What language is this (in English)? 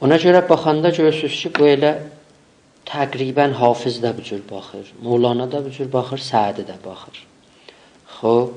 South Azerbaijani